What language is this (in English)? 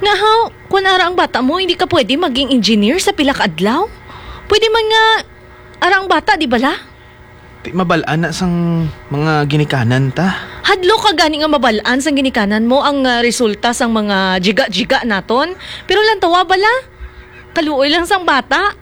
Hiligaynon